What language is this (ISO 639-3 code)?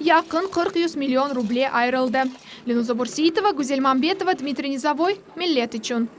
crh